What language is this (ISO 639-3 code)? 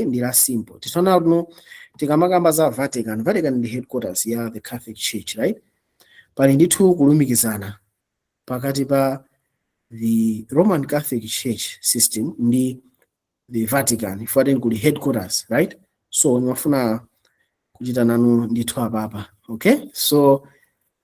nya